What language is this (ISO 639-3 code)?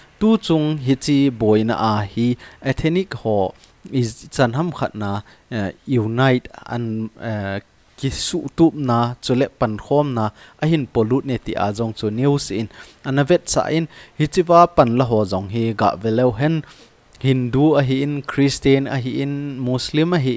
tcz